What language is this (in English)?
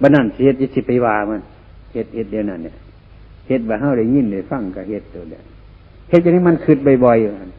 Northeastern Thai